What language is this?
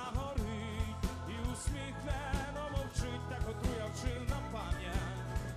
Ukrainian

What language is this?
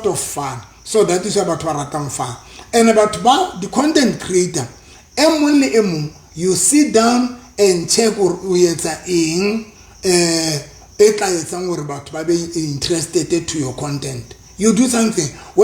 Southern Sotho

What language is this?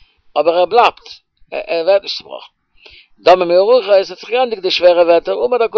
Yiddish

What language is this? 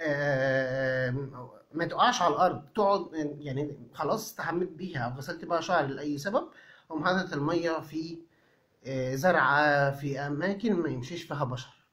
Egyptian Arabic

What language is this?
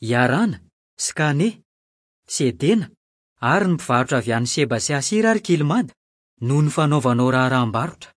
Malagasy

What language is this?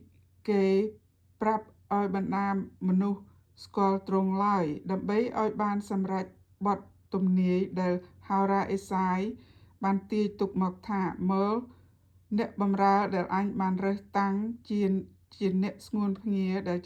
Khmer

